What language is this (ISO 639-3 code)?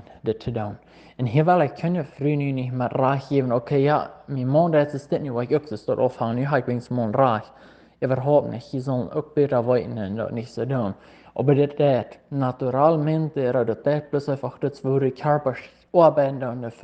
pdt